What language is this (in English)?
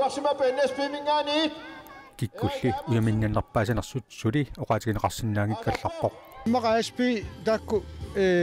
Kalaallisut